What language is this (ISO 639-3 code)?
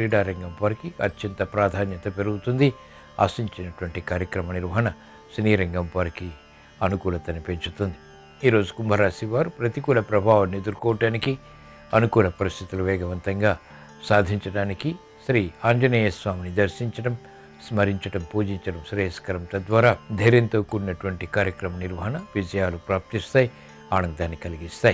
tel